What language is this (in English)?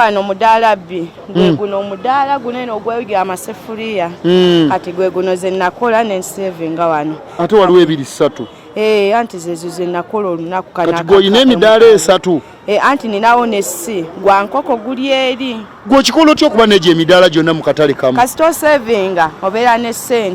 Ganda